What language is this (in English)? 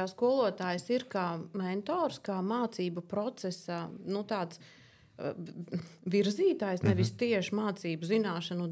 Latvian